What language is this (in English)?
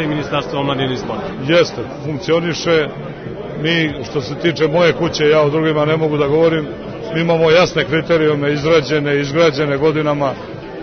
Serbian